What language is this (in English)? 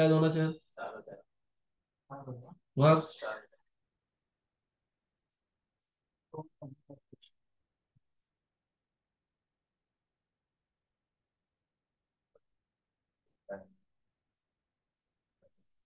Marathi